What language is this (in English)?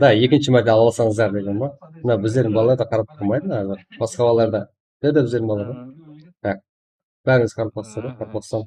Kara-Kalpak